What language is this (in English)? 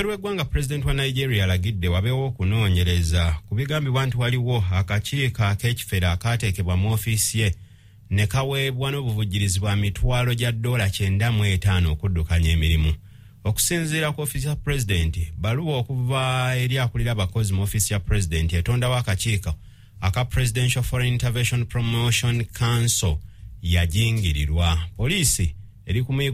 Ganda